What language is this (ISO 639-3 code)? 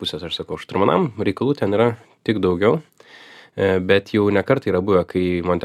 lit